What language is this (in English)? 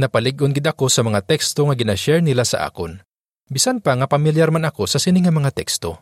Hiligaynon